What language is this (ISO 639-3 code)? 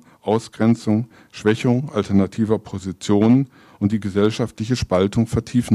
deu